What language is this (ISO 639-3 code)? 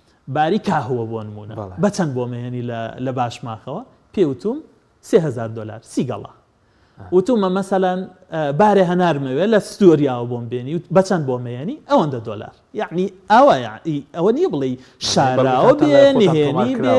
ckb